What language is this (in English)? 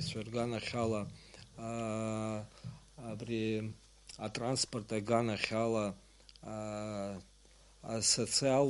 Abkhazian